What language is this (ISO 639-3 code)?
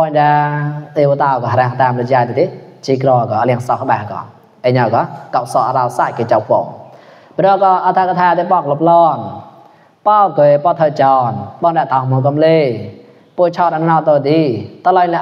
mnw